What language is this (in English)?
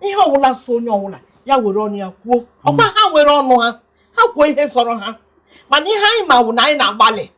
Igbo